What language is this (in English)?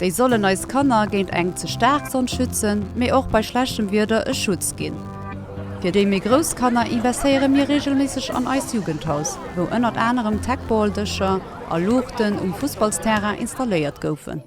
Luxembourgish